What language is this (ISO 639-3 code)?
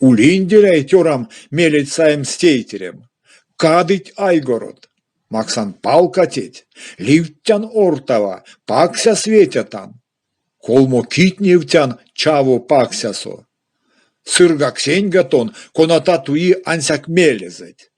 myv